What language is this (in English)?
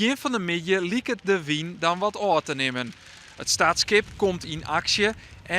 Western Frisian